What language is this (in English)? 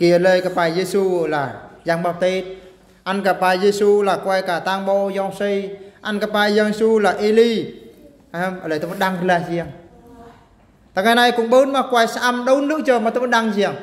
Eastern Bru